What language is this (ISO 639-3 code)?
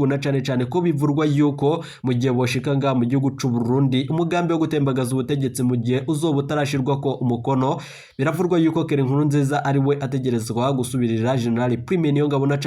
run